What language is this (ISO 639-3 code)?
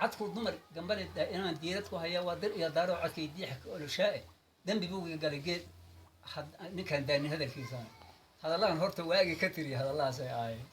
som